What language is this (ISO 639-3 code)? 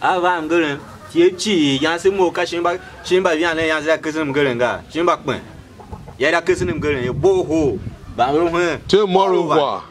tiv